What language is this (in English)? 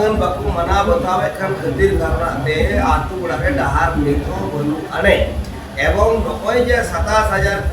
Santali